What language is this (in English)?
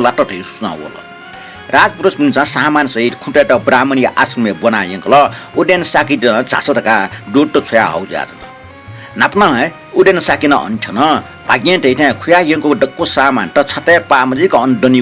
Newari